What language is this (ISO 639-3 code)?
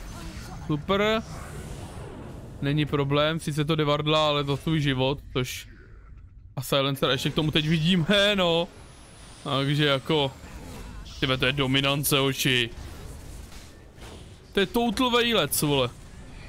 ces